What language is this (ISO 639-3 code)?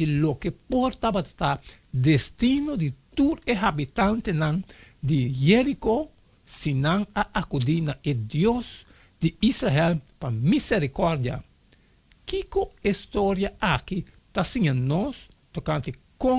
pap